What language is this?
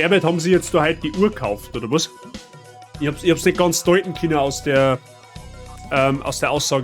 Bavarian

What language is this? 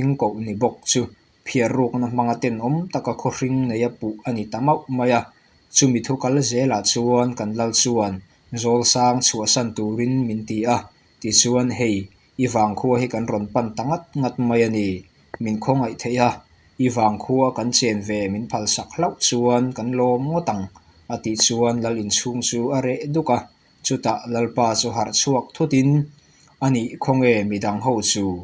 Mizo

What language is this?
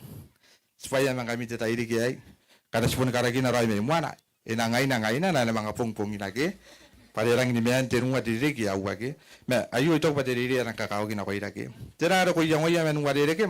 Gilbertese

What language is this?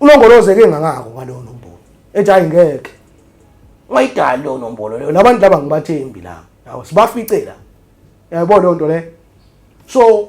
Zulu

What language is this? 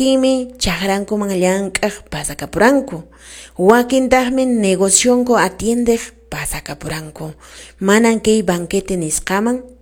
Quechua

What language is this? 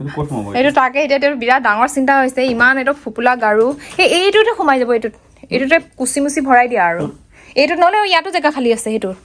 Assamese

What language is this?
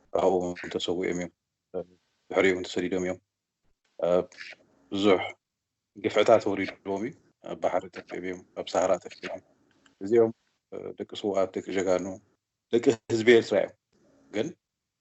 Tigrinya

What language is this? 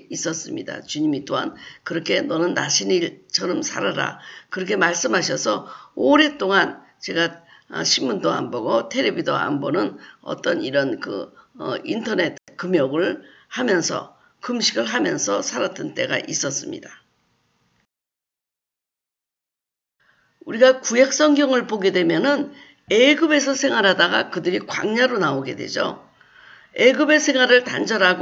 Korean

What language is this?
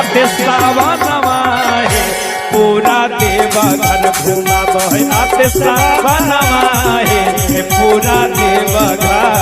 Magahi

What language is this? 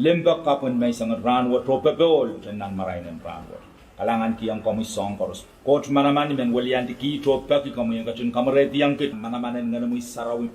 Pohnpeian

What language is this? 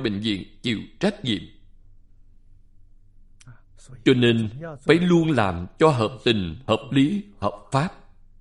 Vietnamese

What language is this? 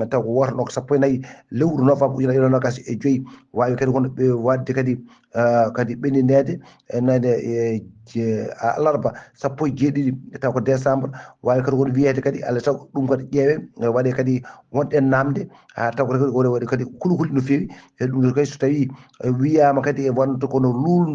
Fula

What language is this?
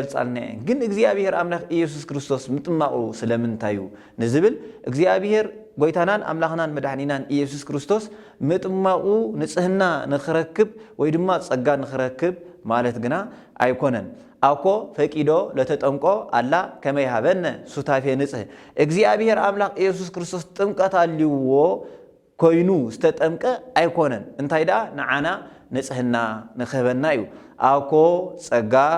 Tigrinya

